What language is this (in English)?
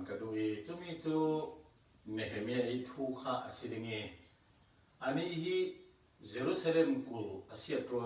Falam Chin